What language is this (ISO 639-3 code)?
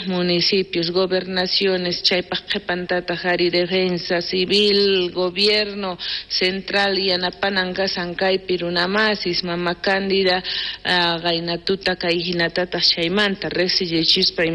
quh